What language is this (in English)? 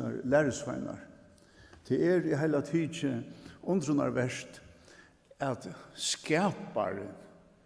Faroese